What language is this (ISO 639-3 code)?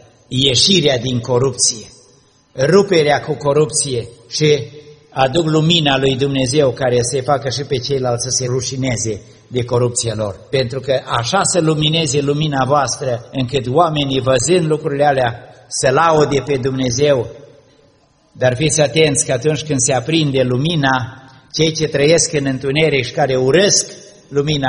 ron